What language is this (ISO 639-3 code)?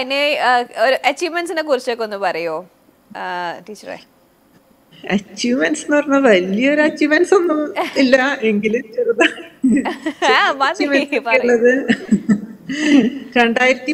mal